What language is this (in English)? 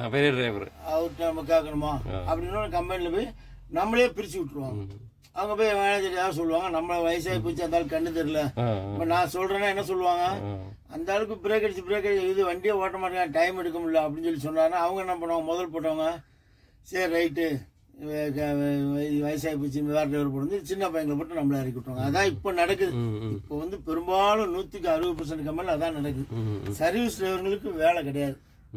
Tamil